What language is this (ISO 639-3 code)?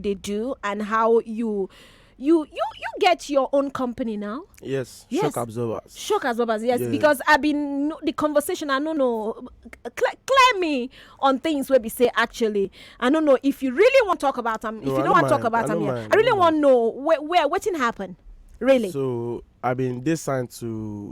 pcm